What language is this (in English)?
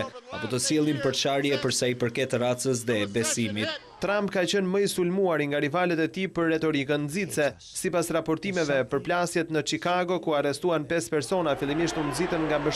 Albanian